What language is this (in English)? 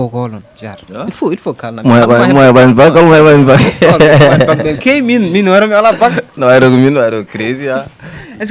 Fula